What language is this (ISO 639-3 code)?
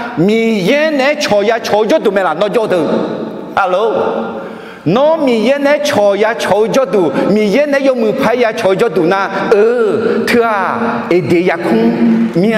ahk